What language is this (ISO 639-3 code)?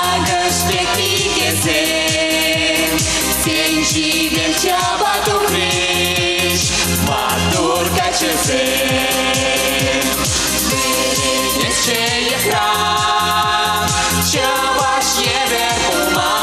chv